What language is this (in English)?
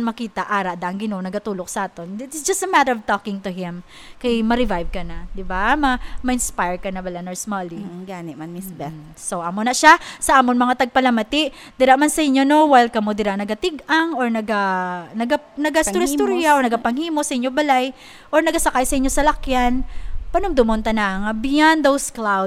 Hiligaynon